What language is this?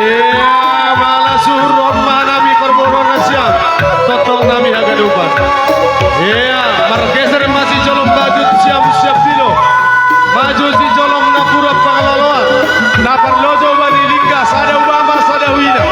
Batak Simalungun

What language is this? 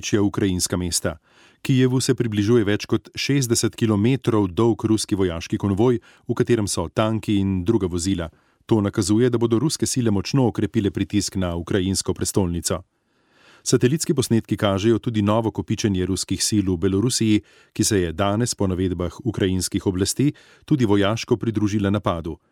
Slovenian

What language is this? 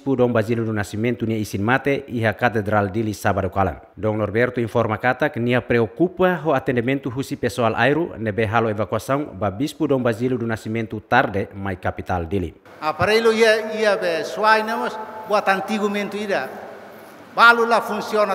Tetum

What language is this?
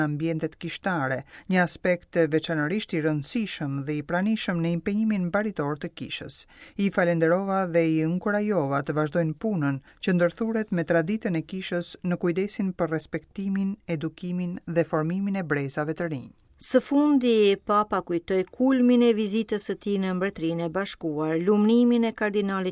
Albanian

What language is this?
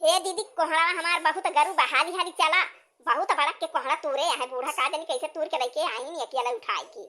Awadhi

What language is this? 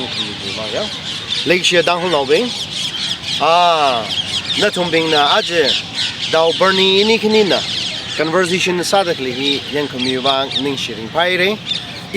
Tangkhul Naga (India)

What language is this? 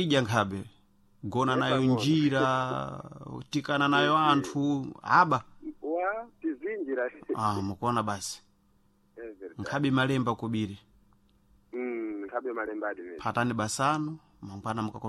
Sena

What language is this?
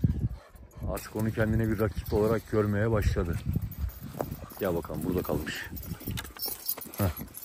Turkish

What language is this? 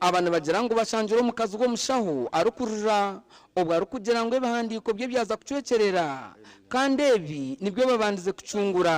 Nyankole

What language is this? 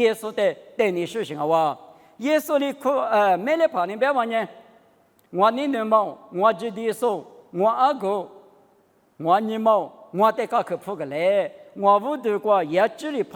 Lisu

